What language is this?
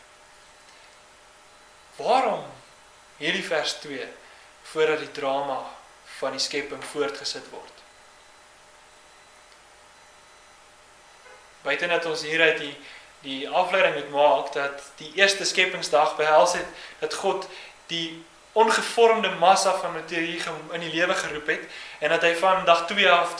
Afrikaans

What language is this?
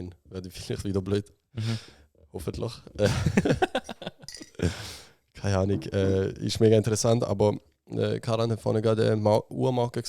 Swiss German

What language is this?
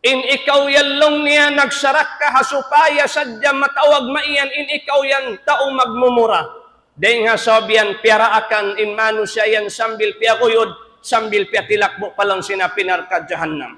Tausug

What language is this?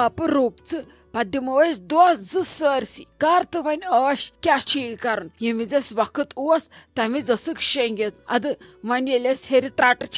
Kashmiri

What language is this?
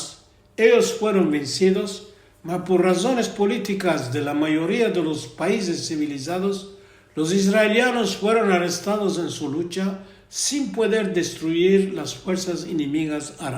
Ladino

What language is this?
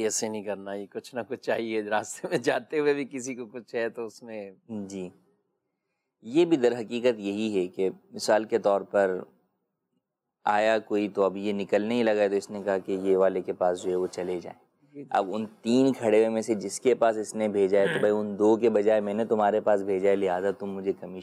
Urdu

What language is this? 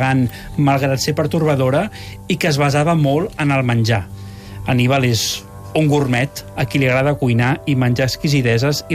Catalan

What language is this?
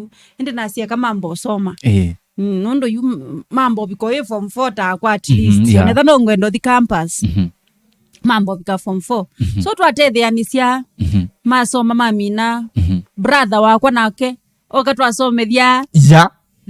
Kamba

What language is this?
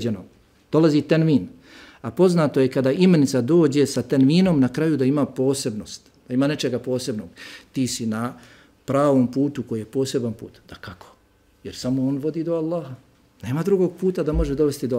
Bosnian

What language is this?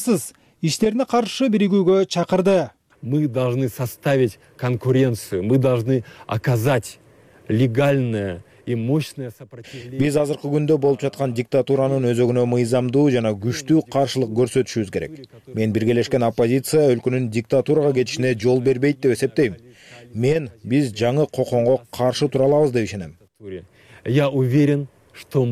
Kyrgyz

